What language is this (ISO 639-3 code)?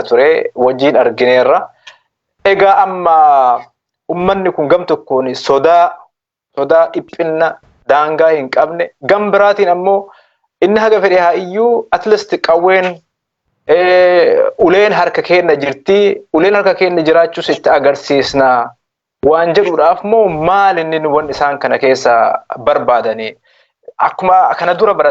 orm